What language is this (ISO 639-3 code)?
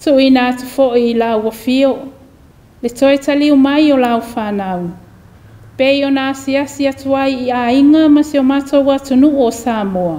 smo